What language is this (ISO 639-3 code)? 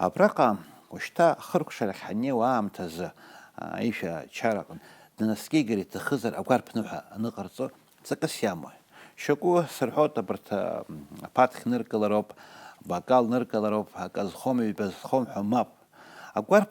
abk